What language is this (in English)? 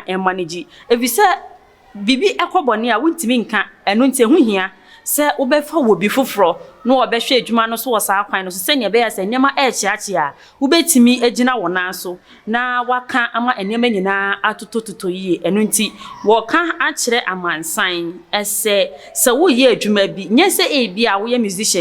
Akan